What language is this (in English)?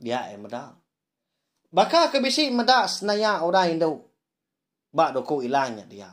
Iban